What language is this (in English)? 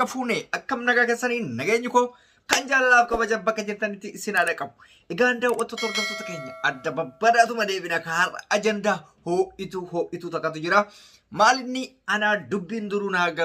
Oromo